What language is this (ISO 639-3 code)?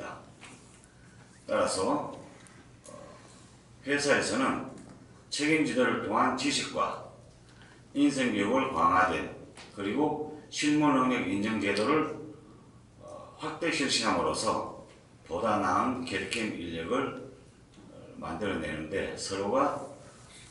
kor